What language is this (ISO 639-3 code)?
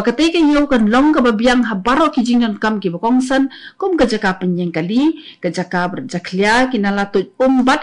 kha